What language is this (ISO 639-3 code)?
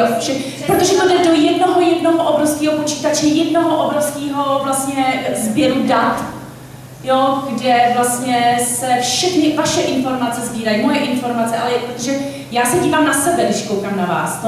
ces